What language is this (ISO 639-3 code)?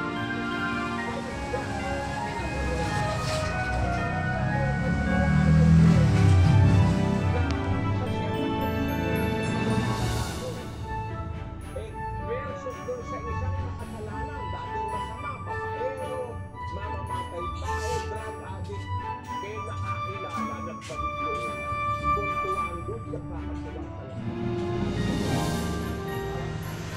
fil